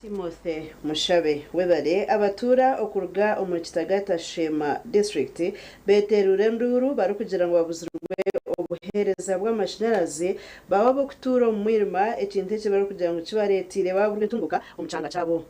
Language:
Nyankole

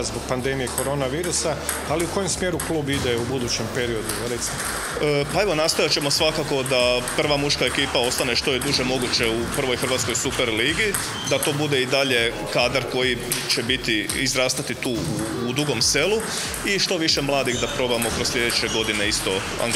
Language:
Croatian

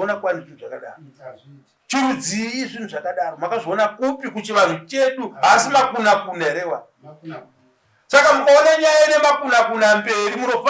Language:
Shona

